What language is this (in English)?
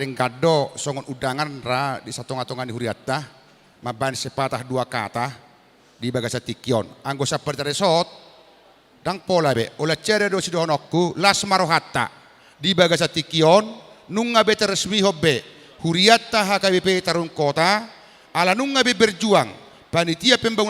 Batak Toba